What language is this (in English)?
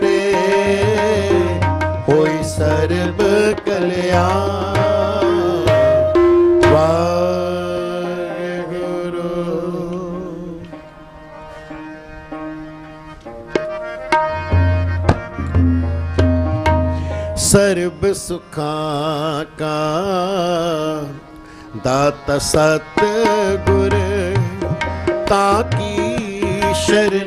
Punjabi